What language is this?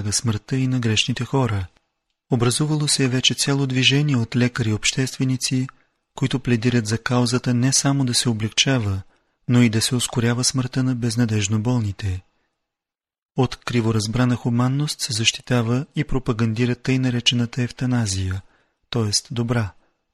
Bulgarian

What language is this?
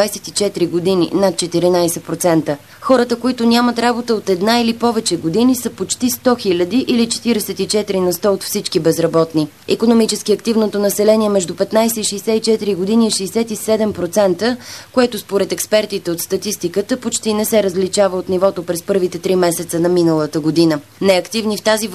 Bulgarian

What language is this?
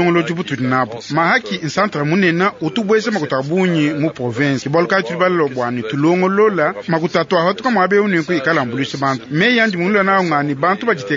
Luba-Lulua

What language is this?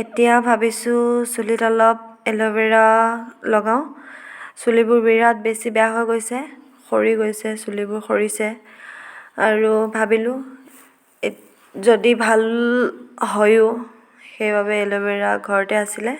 Assamese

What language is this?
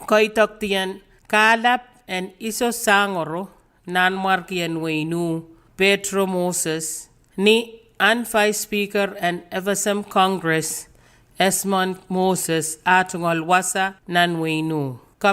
Pohnpeian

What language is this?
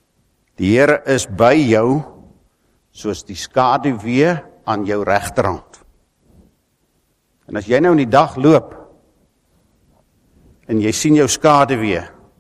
Afrikaans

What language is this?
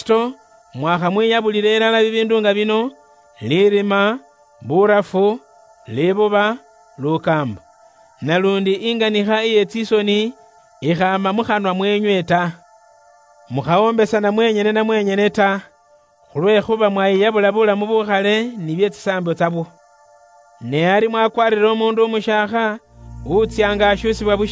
Luyia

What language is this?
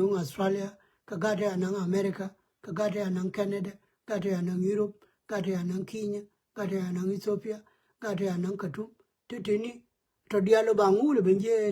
Nuer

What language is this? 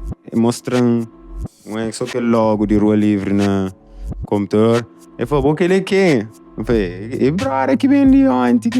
Kabuverdianu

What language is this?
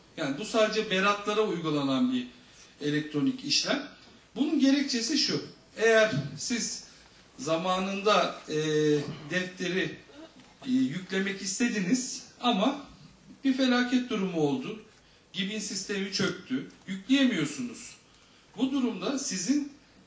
Turkish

